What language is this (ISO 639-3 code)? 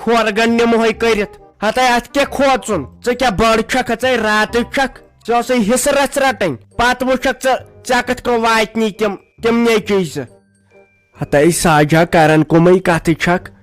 kas